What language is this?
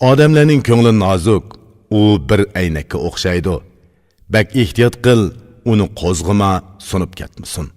Uyghur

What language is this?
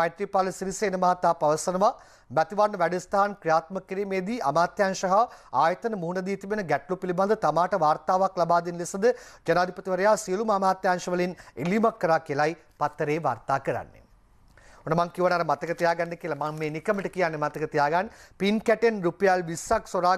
Sinhala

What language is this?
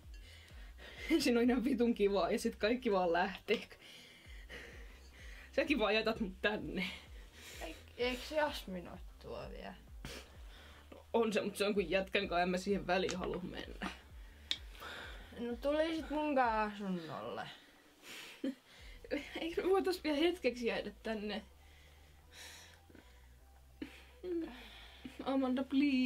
Finnish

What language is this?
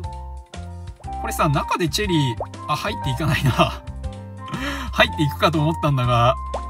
Japanese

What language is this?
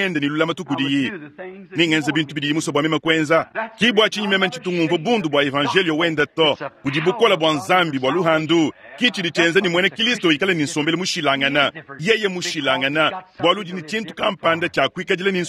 Luba-Lulua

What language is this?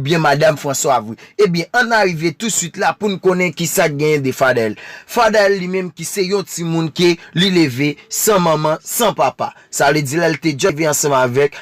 Haitian Creole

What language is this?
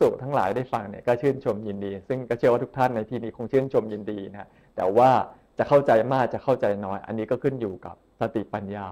Thai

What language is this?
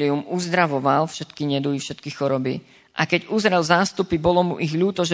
Slovak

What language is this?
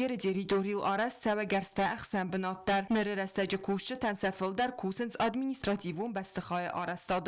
Ossetic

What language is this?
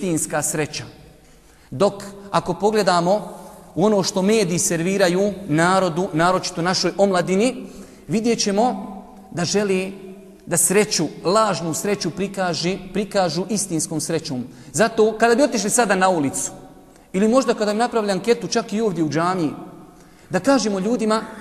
Bosnian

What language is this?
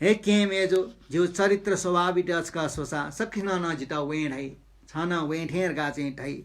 Newari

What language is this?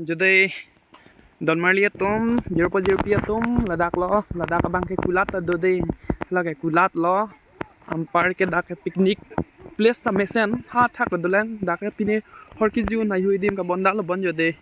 Karbi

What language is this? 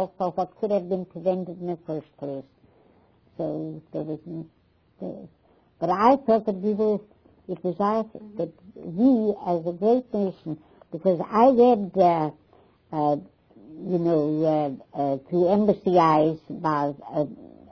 English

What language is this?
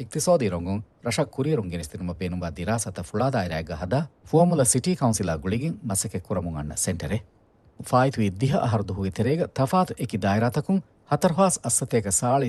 Divehi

